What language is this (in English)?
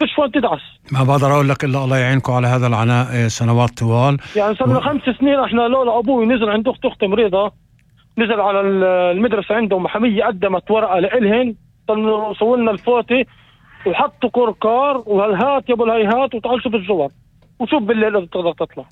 North Levantine Arabic